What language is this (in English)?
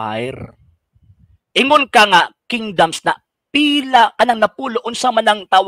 Cebuano